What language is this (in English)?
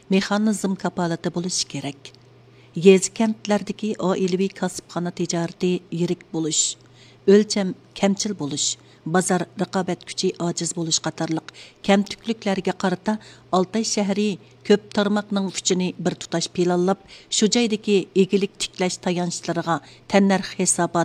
Uyghur